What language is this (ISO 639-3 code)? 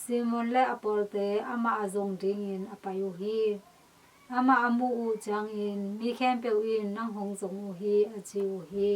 ctd